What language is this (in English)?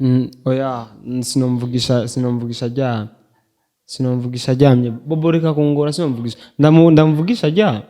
Rundi